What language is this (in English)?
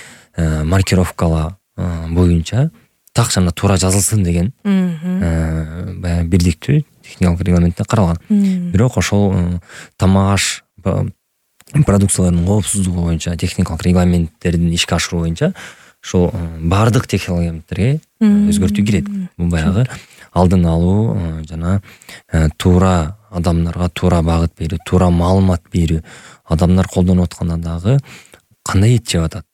Kyrgyz